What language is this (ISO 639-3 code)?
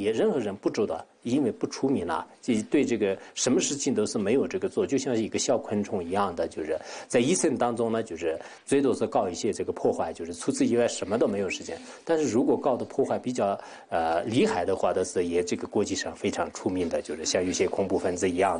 zho